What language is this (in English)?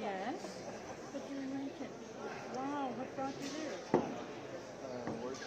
Inuktitut